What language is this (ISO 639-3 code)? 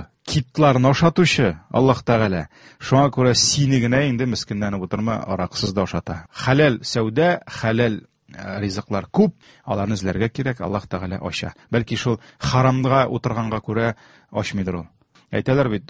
tat